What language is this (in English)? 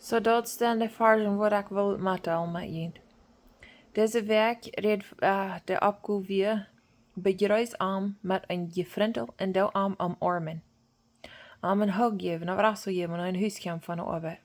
Plautdietsch